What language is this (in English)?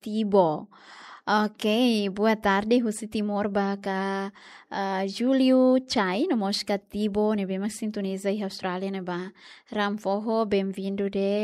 Tetum